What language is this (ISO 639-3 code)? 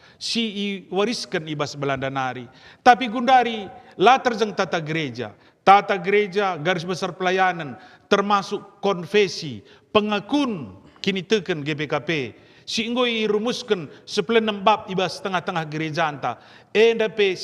btx